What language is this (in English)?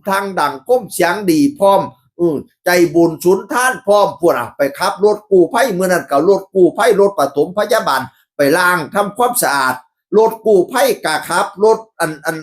Northeastern Thai